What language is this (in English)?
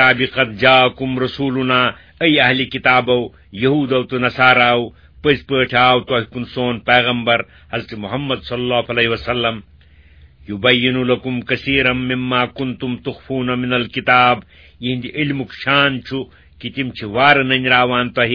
Kashmiri